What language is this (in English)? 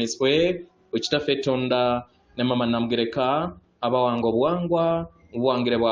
Ganda